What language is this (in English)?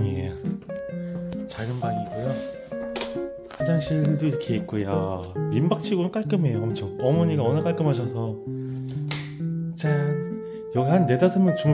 Korean